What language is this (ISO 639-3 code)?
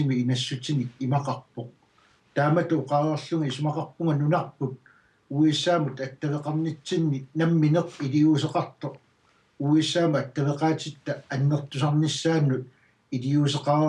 kal